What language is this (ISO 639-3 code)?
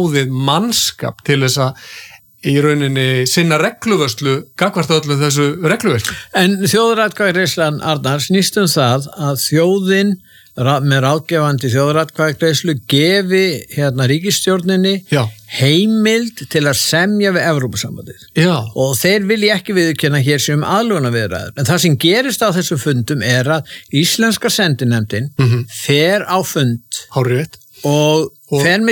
isl